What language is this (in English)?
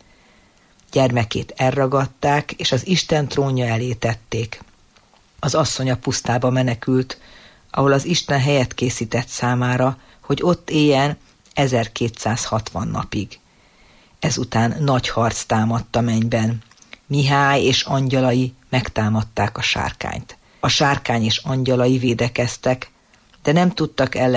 Hungarian